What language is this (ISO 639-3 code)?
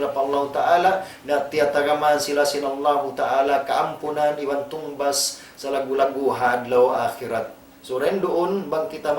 tsg